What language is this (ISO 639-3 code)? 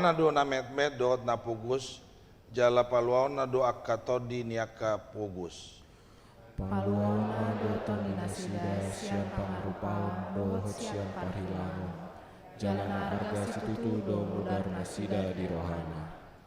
bbc